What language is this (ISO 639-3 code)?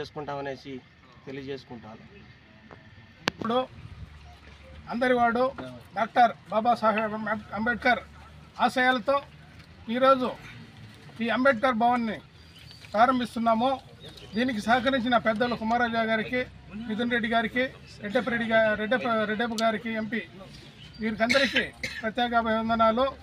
tel